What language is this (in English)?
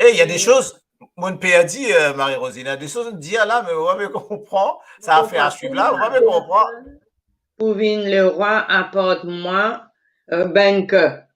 Morisyen